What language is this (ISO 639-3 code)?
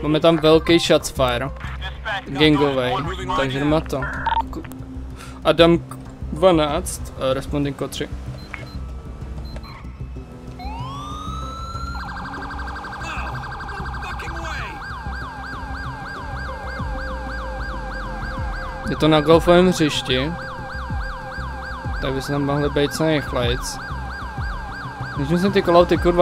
ces